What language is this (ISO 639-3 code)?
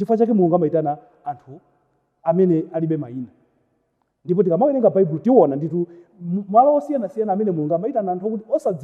nya